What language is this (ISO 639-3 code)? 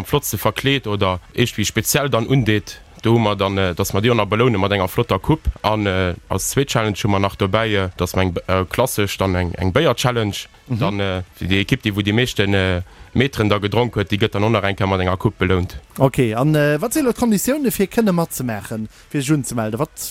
ltz